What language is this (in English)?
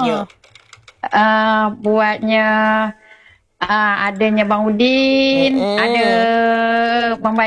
Malay